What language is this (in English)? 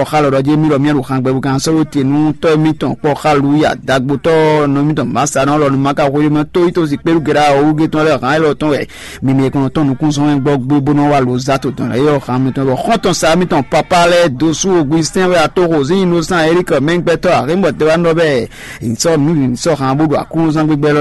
Fon